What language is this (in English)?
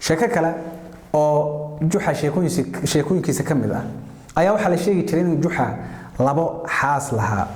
Somali